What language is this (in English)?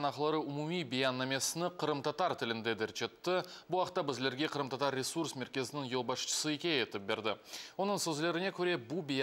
Crimean Tatar